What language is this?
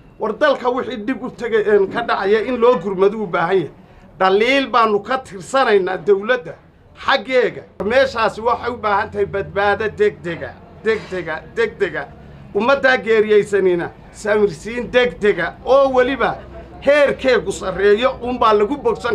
Somali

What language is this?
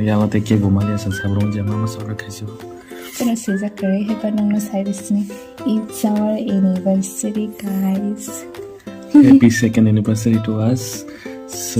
Kok Borok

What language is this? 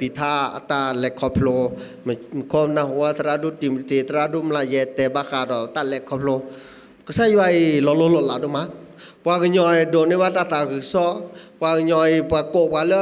S'gaw Karen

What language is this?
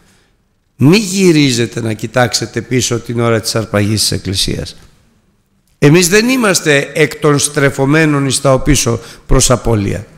Greek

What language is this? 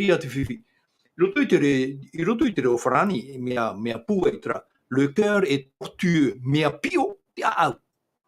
Tahitian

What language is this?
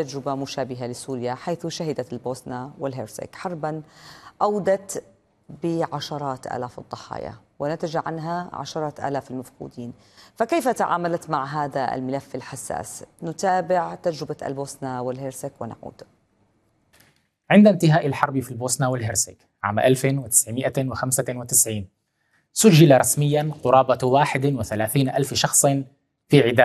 Arabic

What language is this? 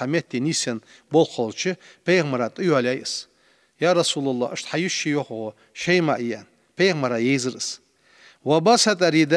Ingush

